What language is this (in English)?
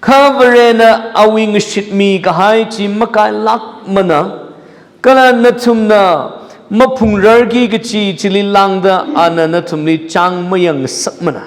Tangkhul Naga (India)